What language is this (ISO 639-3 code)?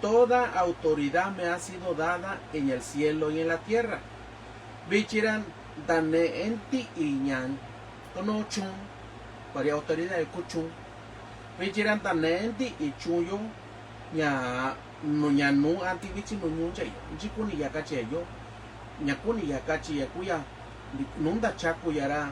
mix